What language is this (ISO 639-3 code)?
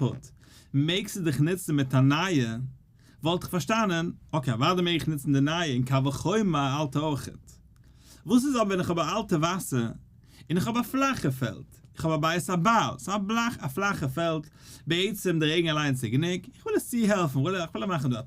yid